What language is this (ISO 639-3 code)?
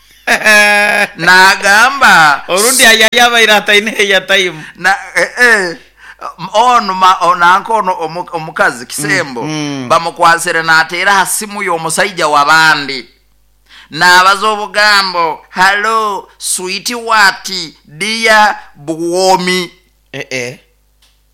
nyo